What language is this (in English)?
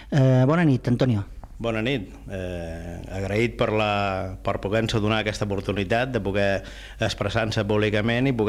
Catalan